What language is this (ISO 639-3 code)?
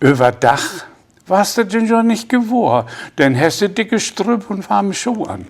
nds